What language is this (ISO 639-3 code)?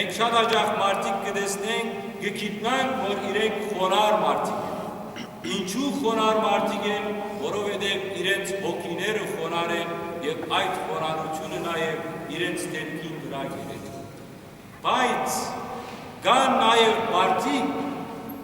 hyw